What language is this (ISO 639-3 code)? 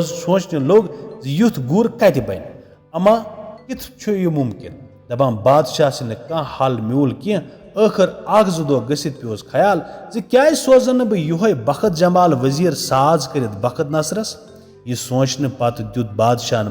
kas